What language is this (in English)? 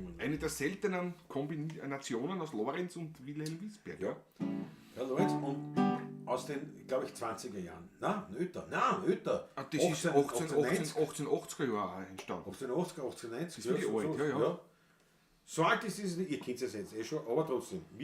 Bavarian